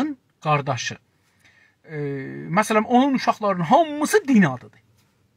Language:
South Azerbaijani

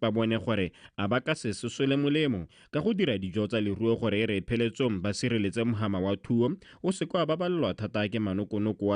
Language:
Tswana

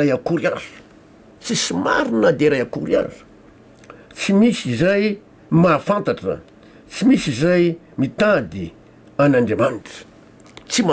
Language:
Malagasy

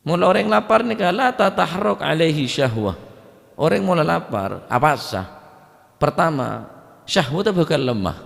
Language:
Madurese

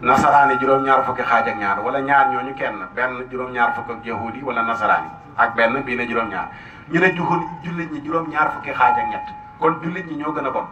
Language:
Wolof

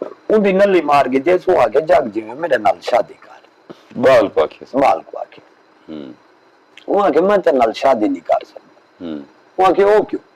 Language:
Saraiki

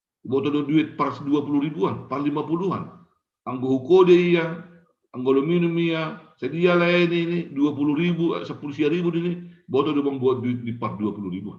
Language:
Batak Simalungun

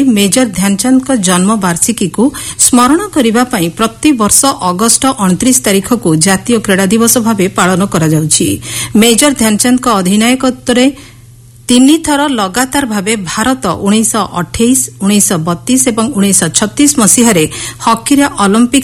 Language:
Odia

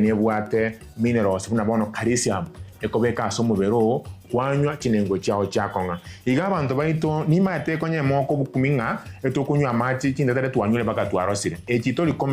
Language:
Gusii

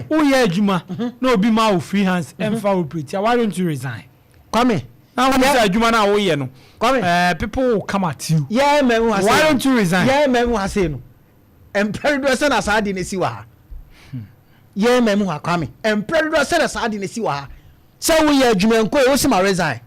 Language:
Akan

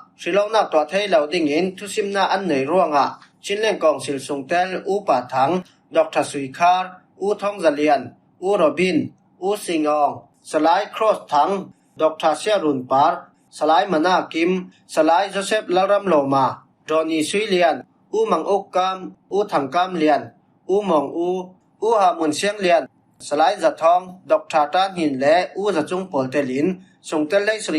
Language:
Falam Chin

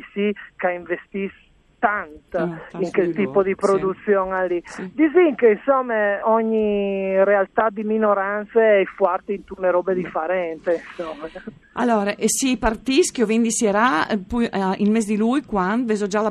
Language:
Friulian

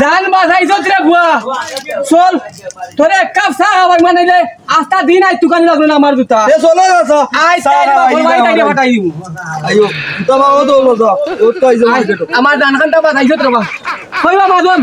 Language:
Sylheti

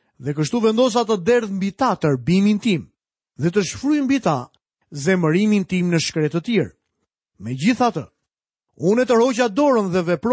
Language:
Albanian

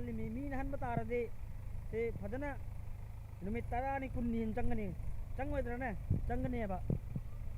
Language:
Manipuri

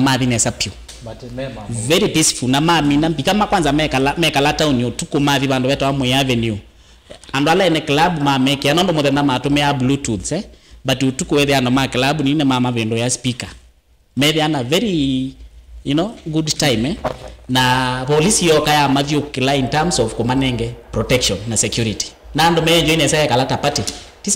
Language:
Kamba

